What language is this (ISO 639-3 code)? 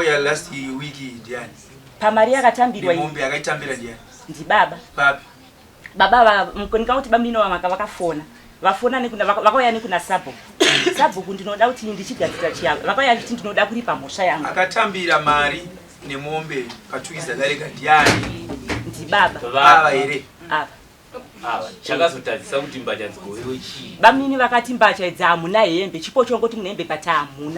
sna